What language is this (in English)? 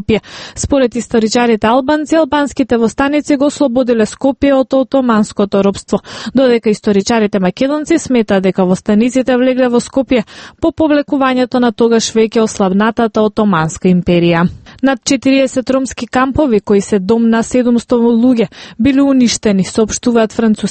Macedonian